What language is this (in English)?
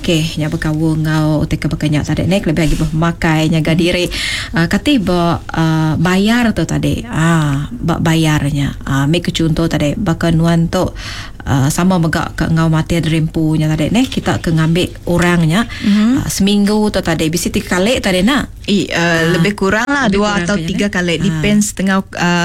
Iban